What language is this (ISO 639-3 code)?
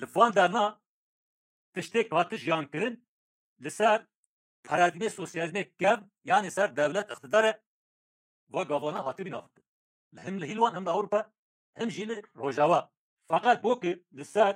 kur